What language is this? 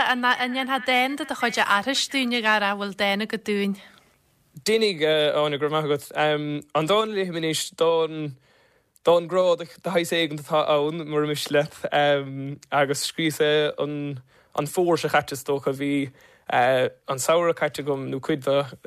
Irish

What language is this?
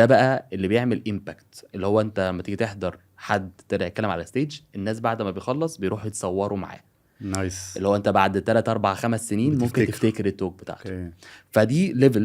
Egyptian Arabic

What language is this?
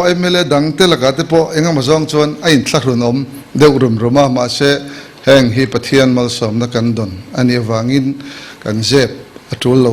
Mizo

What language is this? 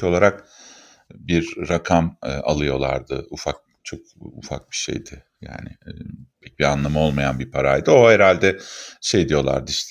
Turkish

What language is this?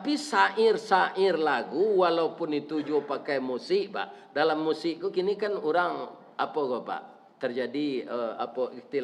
Minangkabau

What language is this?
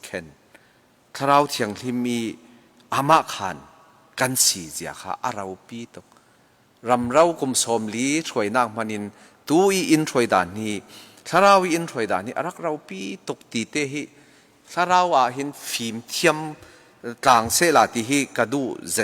Falam Chin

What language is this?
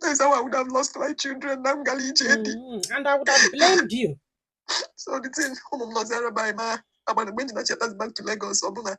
Igbo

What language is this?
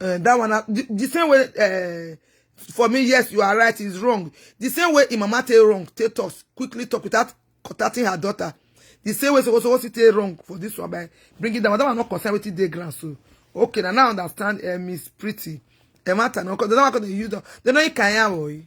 Nigerian Pidgin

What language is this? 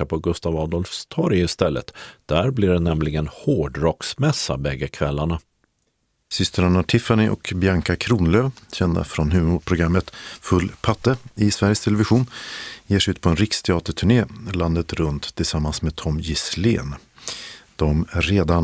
Swedish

